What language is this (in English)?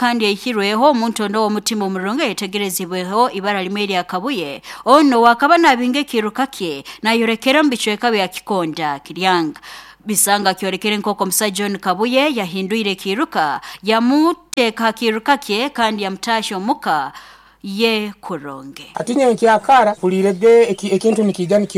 Nyoro